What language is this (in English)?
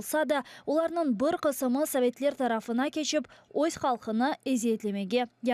Crimean Tatar